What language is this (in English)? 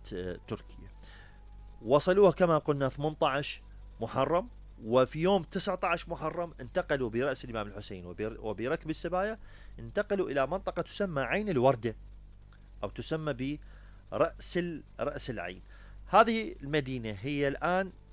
Mesopotamian Arabic